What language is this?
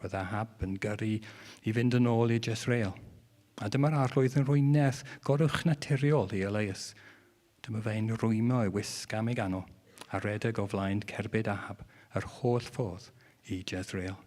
Welsh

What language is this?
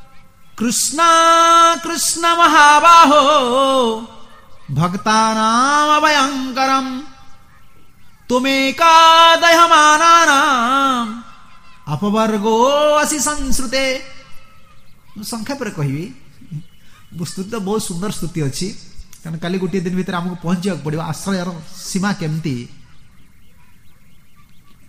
Odia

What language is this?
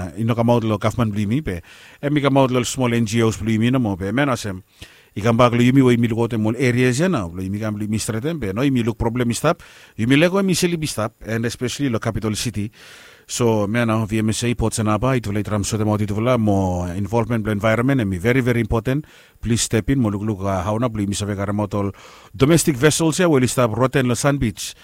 Bislama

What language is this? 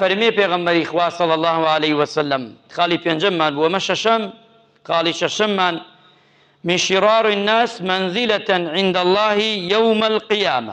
Central Kurdish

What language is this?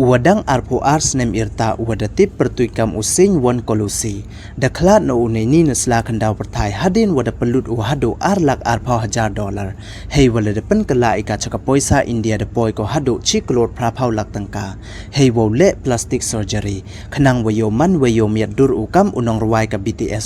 Pnar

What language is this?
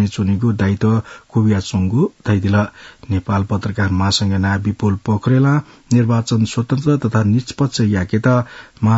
Newari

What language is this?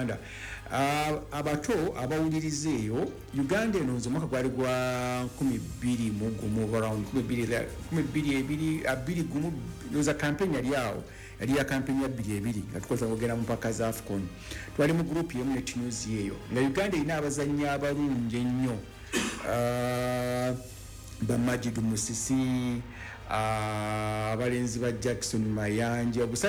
Ganda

